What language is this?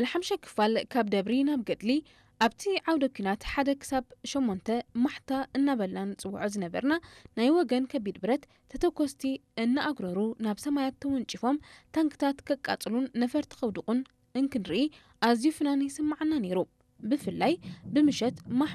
Tigrinya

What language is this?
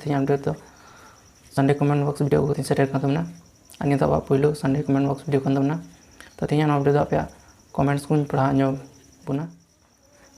Santali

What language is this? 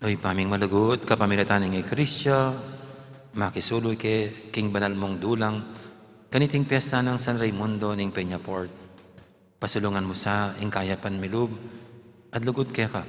Pampanga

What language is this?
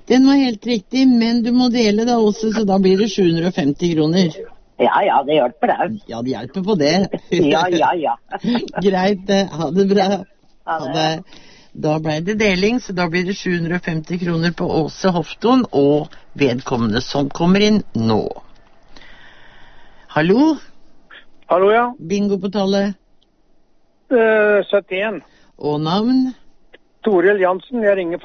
Norwegian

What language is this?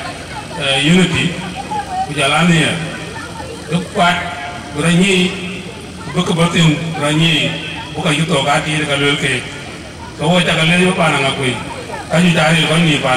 Dinka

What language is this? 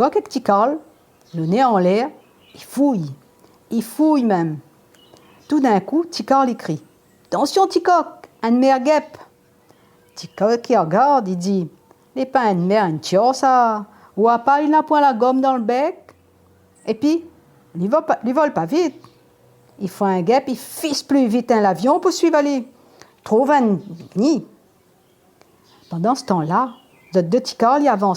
Réunion Creole French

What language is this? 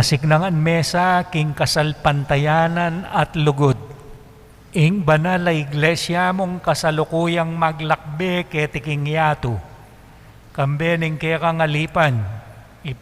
Pampanga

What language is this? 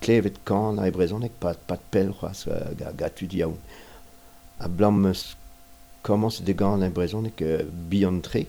Breton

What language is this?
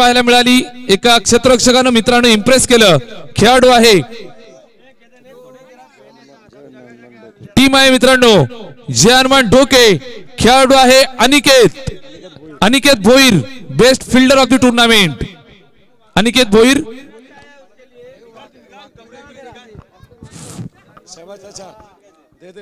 Marathi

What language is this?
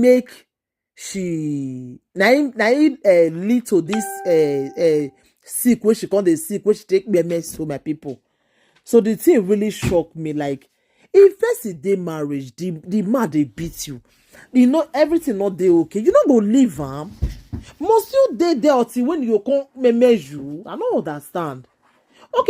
Nigerian Pidgin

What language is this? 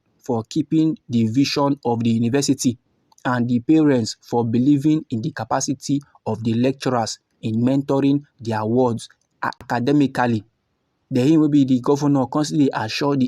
Nigerian Pidgin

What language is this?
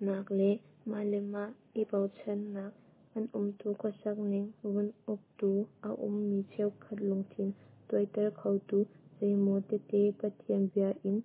Hakha Chin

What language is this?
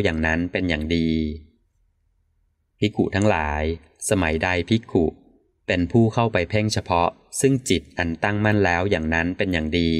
Thai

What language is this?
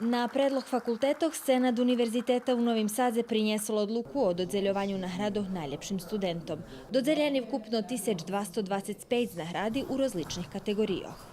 Rusyn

